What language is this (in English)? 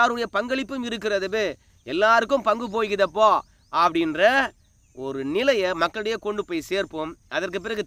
Tamil